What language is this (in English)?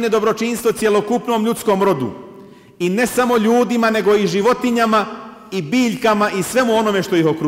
Bosnian